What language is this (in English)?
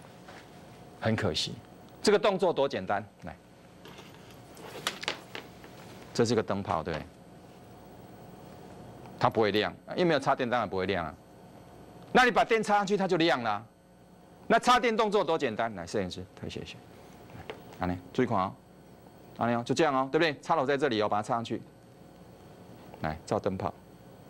Chinese